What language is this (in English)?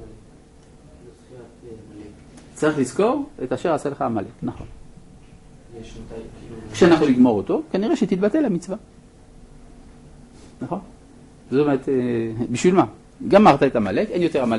Hebrew